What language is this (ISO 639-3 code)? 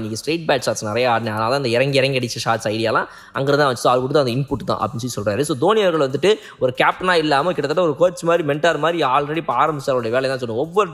tam